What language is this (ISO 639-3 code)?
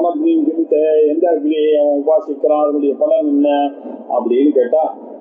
tam